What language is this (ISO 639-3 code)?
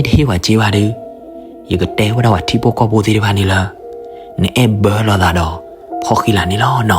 ksw